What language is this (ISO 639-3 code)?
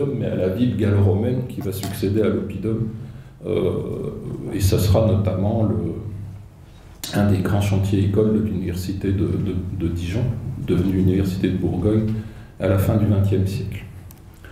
fra